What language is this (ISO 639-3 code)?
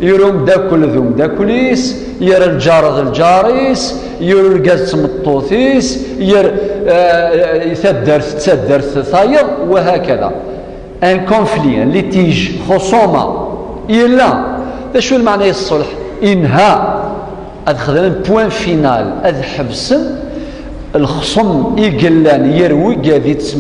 kab